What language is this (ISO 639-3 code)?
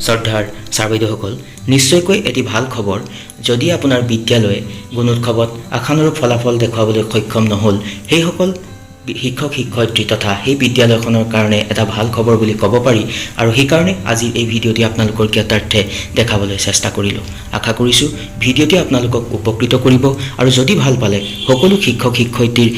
asm